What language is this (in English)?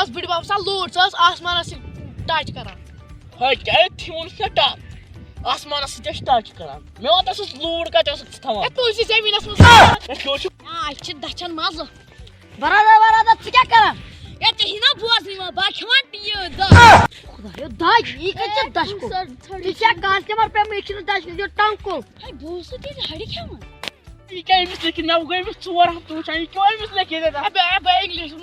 Kashmiri